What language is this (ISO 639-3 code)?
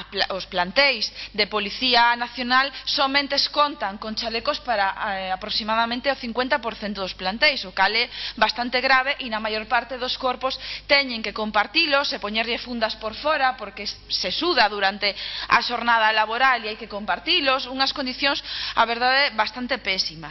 glg